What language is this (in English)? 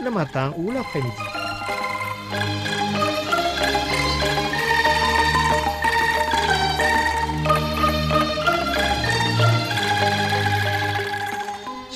French